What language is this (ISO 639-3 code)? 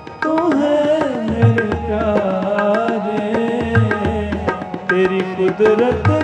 pan